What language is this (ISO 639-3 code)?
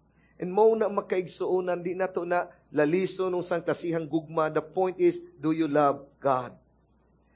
ceb